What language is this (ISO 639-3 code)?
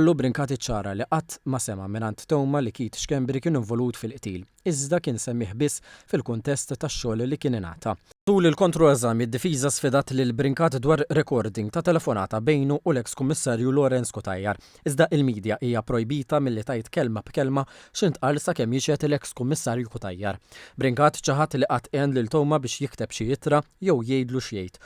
mlt